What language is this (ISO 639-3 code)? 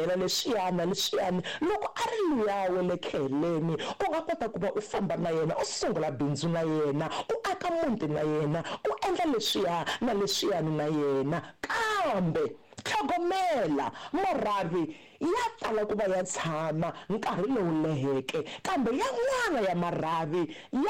tso